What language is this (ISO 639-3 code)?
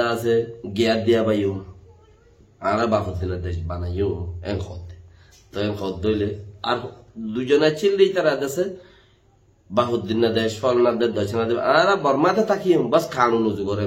rhg